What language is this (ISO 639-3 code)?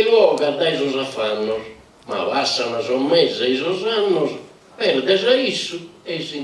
srd